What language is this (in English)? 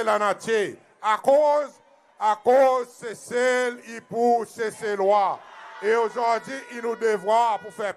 Seselwa Creole French